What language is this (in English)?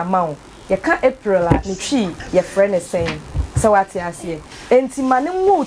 Akan